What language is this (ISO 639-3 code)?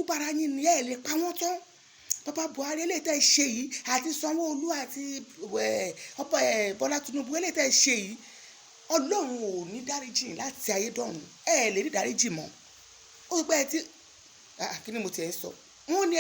yor